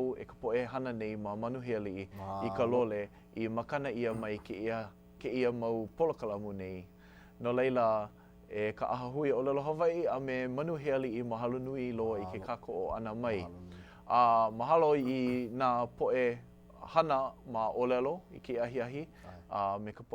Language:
Hawaiian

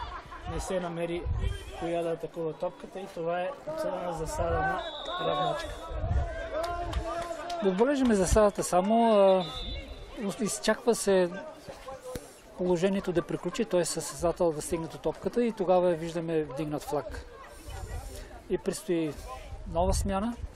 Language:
Bulgarian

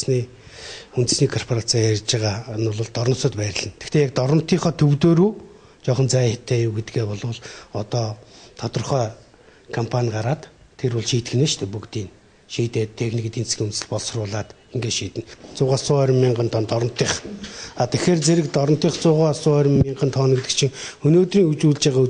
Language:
Mongolian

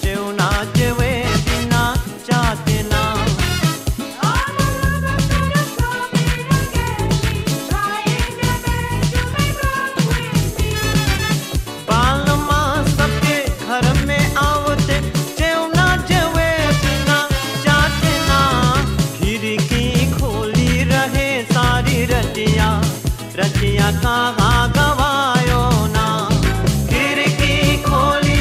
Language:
Bhojpuri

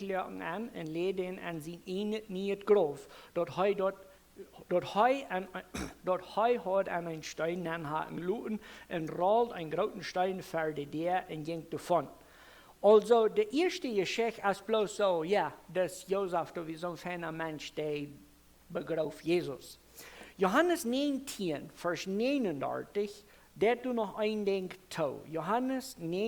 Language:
Plautdietsch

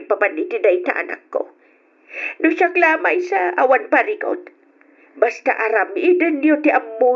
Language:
Iloko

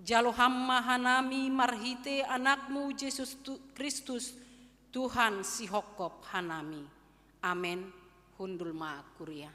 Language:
Batak Simalungun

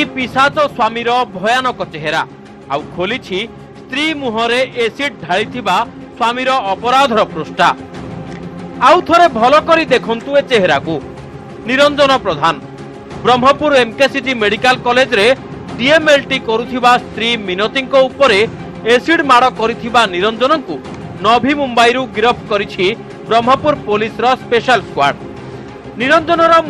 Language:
Odia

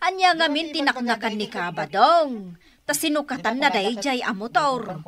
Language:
Iloko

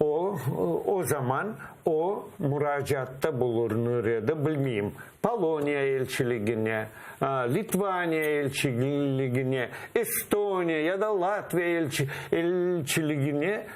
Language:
Crimean Tatar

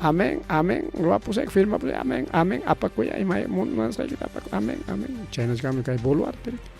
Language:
Ayacucho Quechua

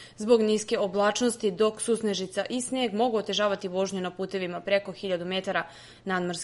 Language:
Serbian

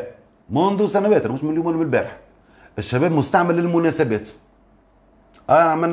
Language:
Tunisian Arabic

